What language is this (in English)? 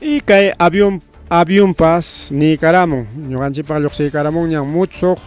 Ayacucho Quechua